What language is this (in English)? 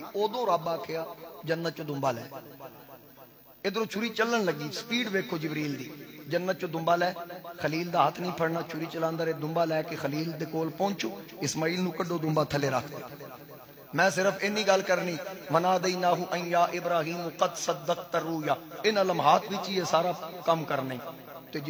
Western Panjabi